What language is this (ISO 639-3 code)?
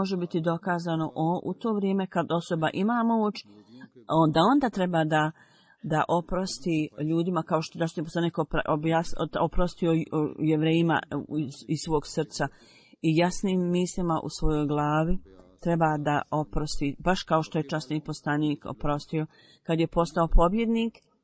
bos